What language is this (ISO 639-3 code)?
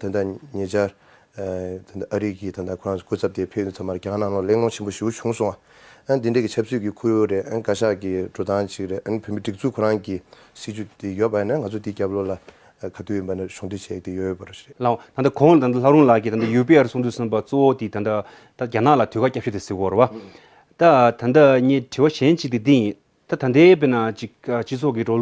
bod